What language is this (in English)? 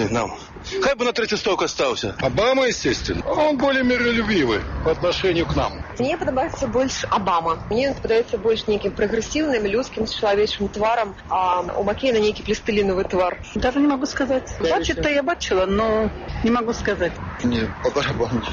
Belarusian